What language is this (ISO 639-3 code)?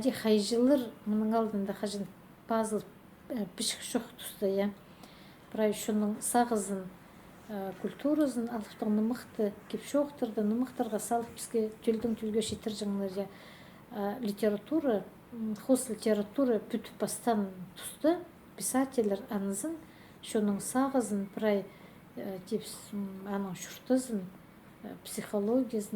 kjh